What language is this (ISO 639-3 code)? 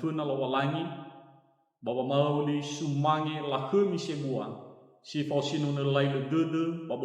nia